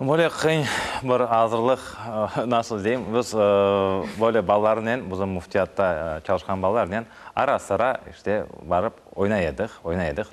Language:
Crimean Tatar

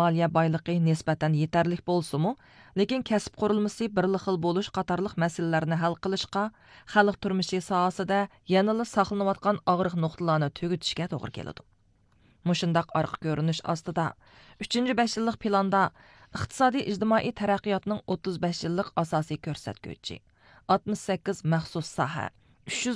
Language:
Uyghur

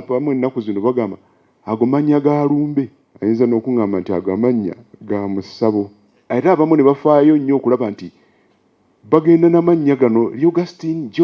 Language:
Ganda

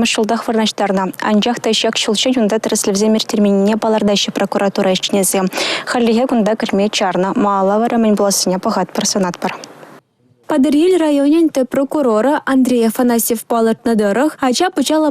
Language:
Chuvash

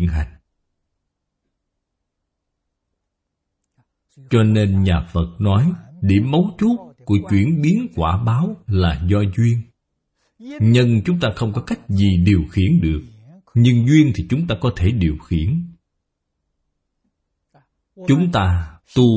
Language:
Vietnamese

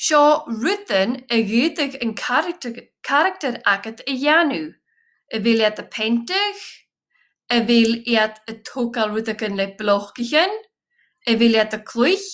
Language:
Scottish Gaelic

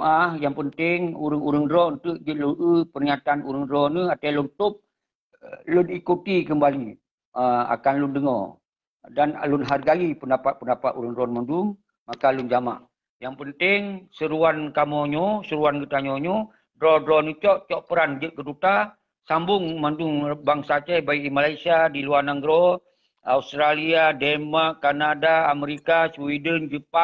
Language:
Achinese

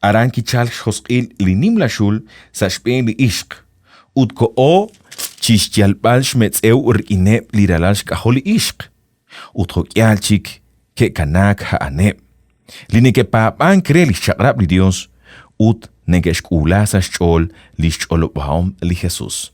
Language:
Kekchí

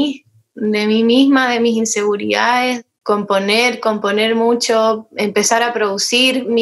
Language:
Spanish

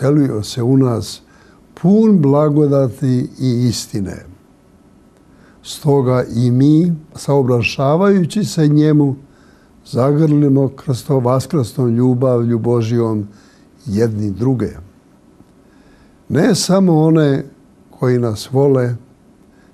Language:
Serbian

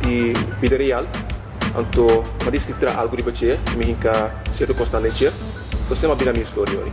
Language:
Papiamento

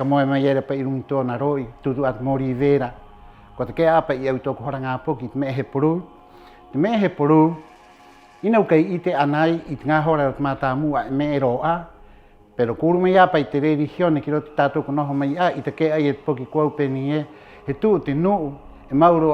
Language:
Rapanui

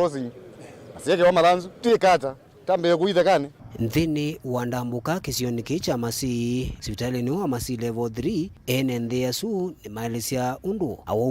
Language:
Kamba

